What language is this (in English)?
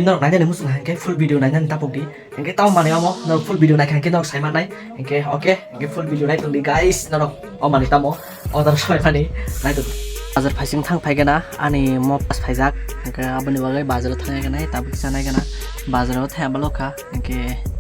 Kok Borok